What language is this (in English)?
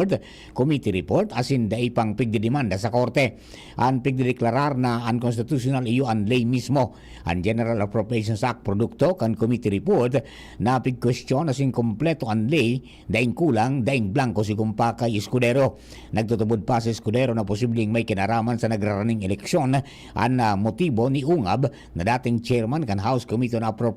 Bikol